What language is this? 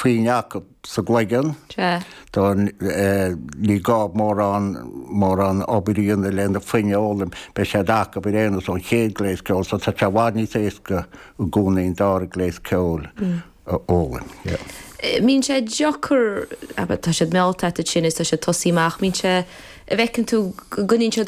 Irish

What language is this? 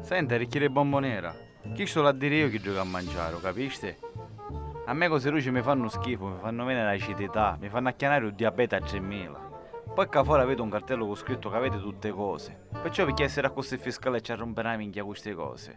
Sicilian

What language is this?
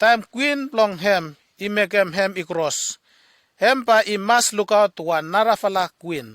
Bislama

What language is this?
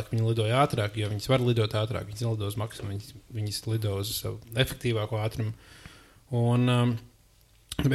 Latvian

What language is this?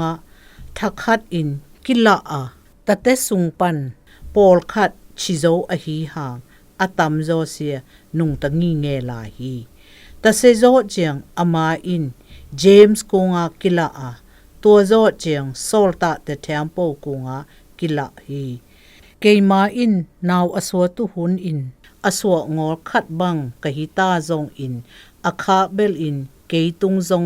Zou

